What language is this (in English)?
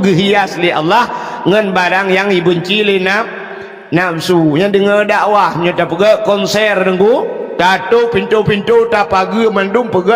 Achinese